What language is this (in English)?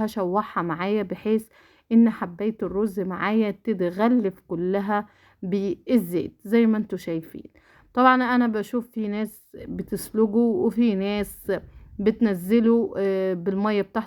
Egyptian Arabic